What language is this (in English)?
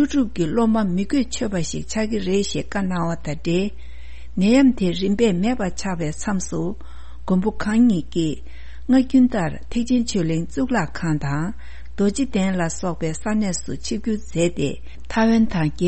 Tibetan